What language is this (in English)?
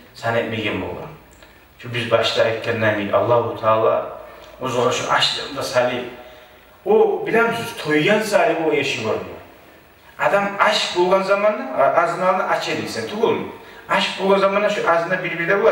Kumyk